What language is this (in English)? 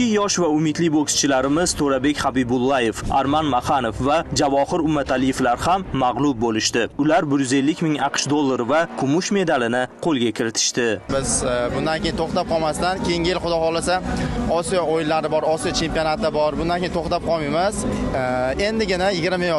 Uzbek